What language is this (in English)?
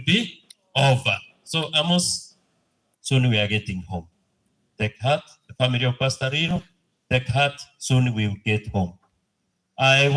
Gusii